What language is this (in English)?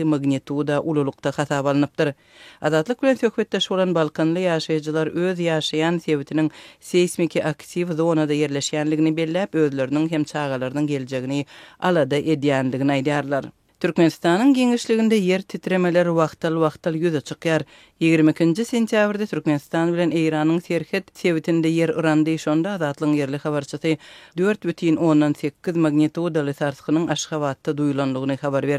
Turkmen